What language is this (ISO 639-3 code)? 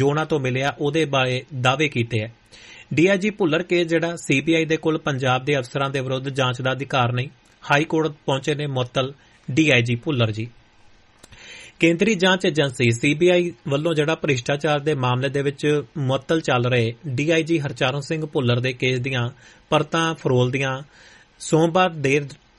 pan